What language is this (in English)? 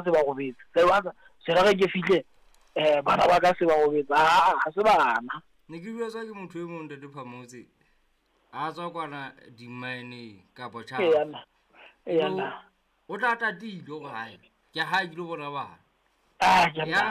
Southern Sotho